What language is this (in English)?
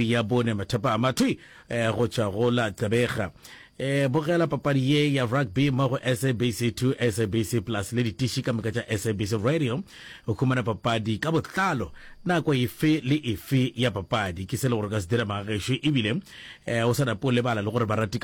Northern Sotho